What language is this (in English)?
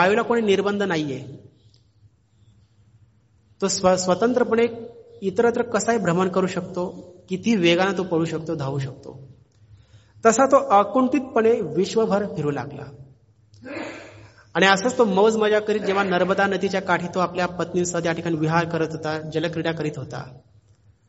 Marathi